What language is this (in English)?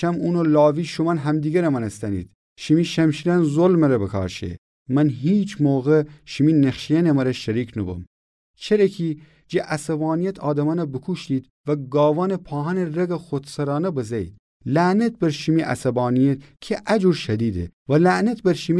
Gilaki